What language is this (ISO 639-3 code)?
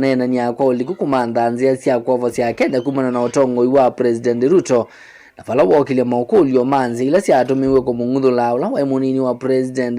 kam